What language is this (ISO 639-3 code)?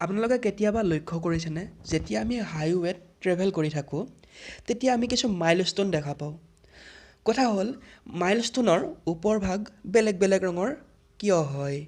asm